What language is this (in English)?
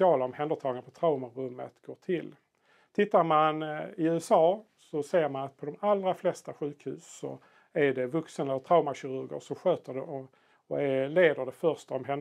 Swedish